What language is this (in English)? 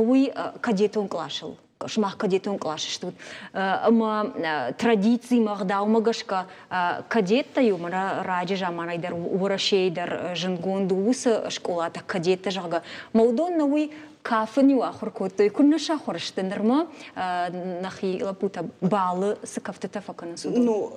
Ossetic